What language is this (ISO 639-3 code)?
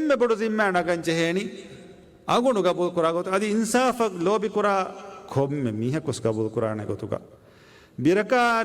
div